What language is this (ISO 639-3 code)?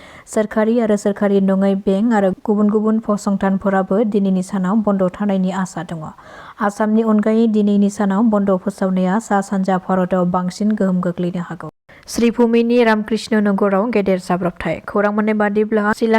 brx